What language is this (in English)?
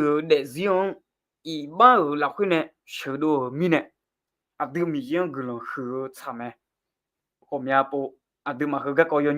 Akha